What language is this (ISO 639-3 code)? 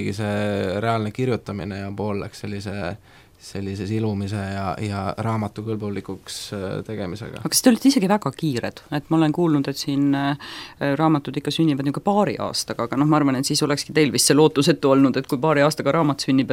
est